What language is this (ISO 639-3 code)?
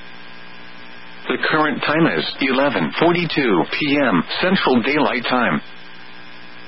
eng